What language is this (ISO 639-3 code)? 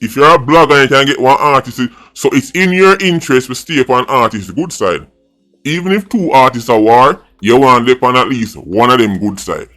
jam